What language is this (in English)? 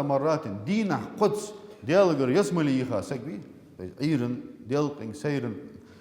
Ingush